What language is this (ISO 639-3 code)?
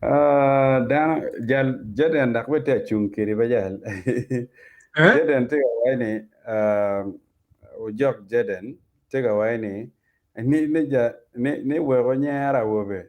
ach